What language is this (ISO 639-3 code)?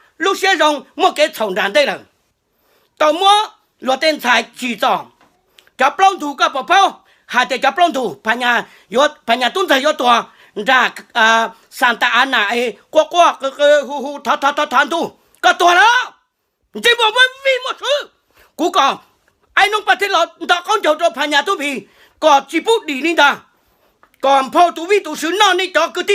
hmn